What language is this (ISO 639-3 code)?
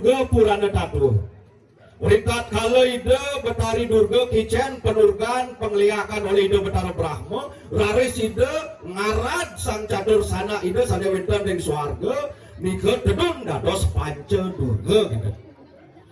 ban